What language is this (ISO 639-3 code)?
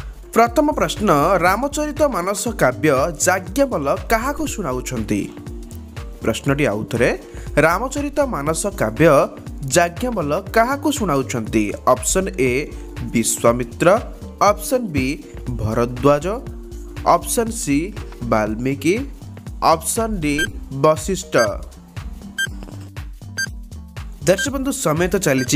ori